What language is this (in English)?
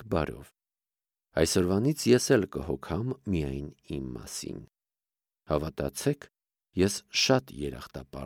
Armenian